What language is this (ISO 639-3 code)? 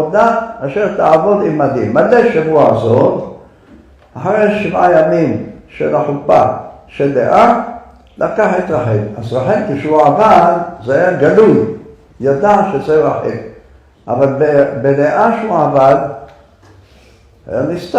heb